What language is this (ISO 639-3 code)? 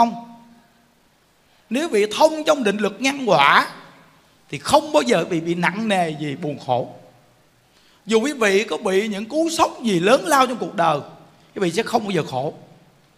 vie